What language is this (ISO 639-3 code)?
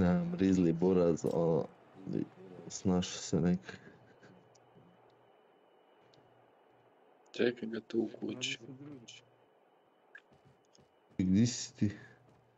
hrv